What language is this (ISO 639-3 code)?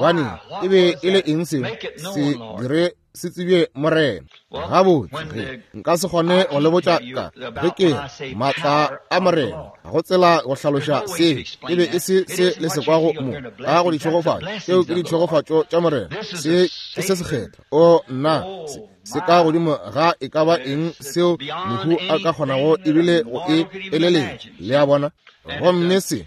nso